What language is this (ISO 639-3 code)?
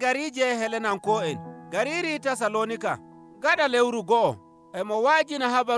fuv